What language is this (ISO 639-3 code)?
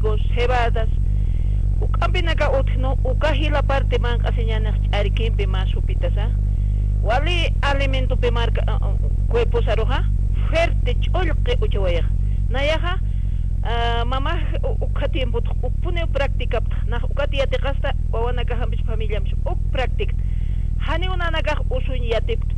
aym